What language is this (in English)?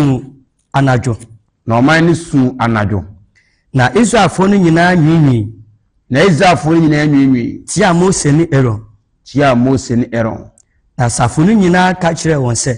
Akan